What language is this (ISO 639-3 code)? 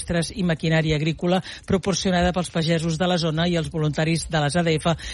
cat